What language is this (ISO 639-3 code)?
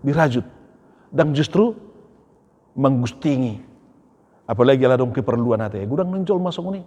bbc